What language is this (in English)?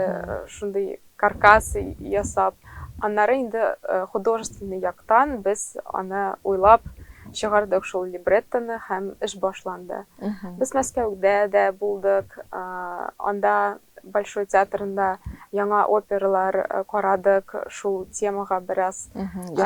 Tatar